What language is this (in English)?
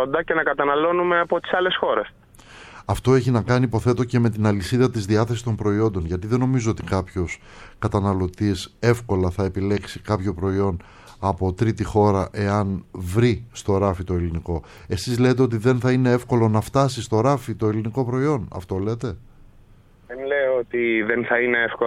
Greek